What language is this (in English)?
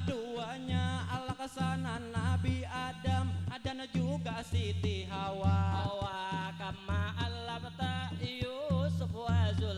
Banjar